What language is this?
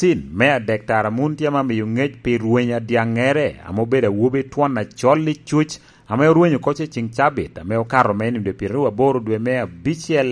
Lango (Uganda)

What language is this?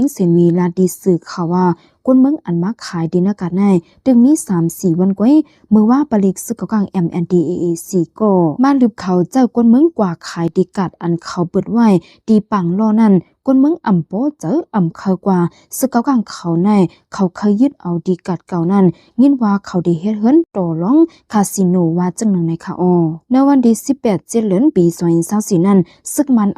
Shan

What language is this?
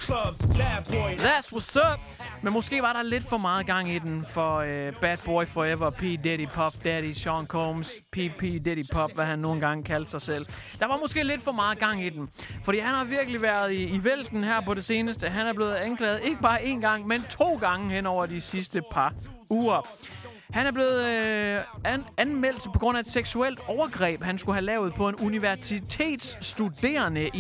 Danish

